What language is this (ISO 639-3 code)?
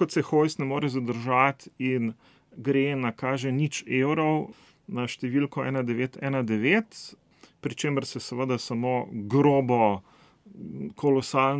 slv